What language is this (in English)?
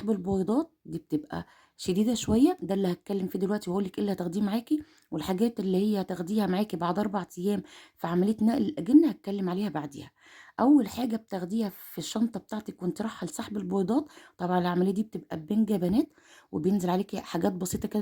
Egyptian Arabic